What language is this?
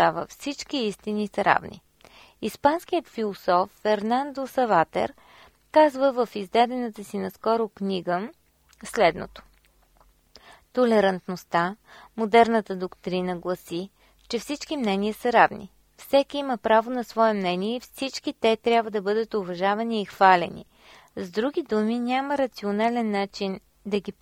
Bulgarian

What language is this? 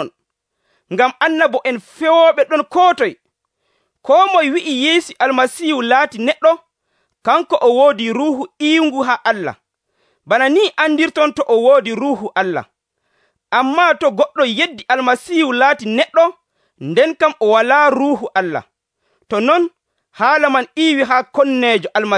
Nigerian Fulfulde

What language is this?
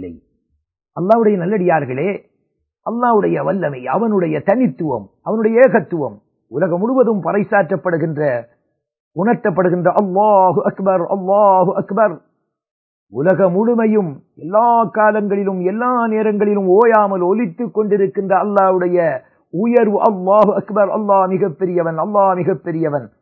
Tamil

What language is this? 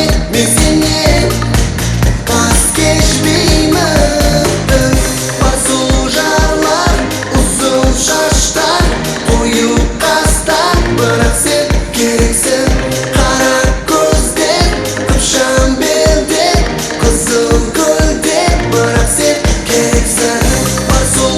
Kara-Kalpak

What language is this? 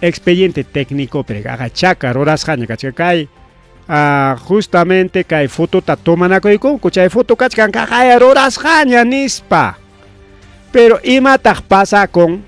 Ayacucho Quechua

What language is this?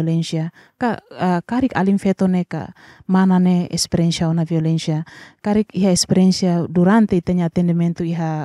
Tetum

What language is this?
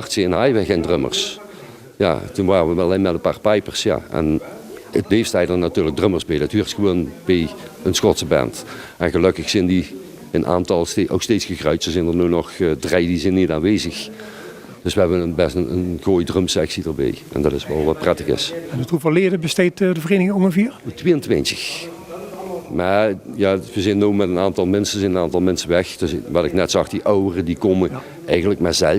Limburgish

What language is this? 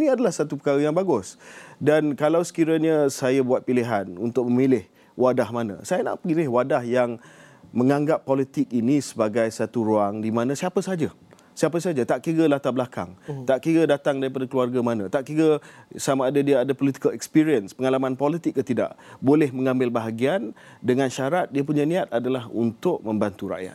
Malay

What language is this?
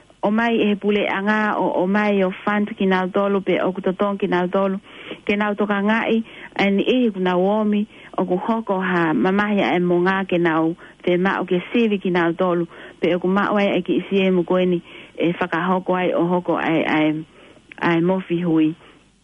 Tongan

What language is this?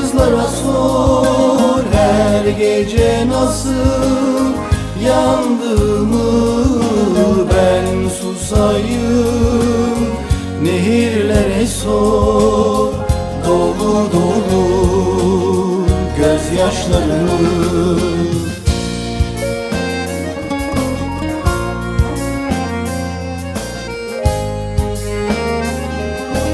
Turkish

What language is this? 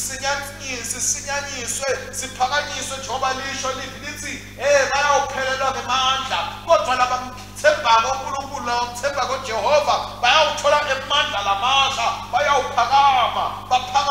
Swati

